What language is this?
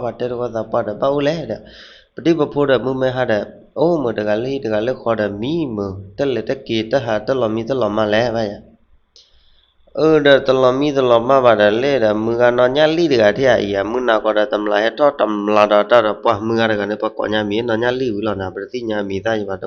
S'gaw Karen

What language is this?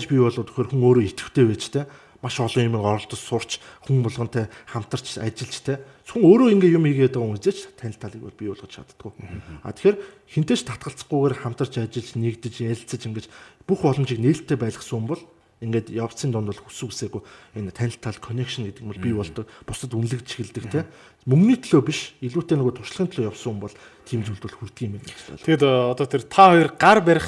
Mongolian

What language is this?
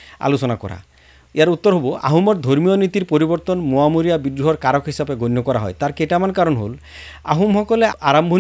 Assamese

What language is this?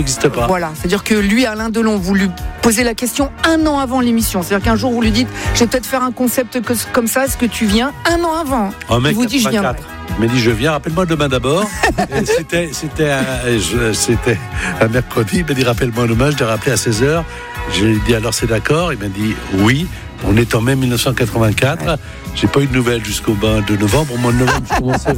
French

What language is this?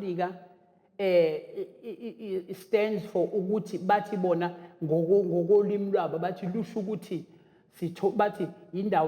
Zulu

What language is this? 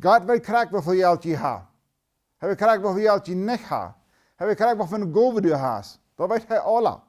Plautdietsch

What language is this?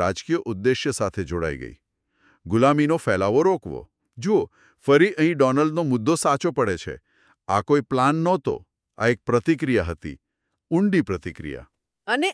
Gujarati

